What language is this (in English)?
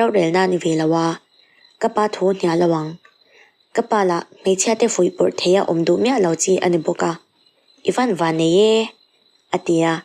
Mizo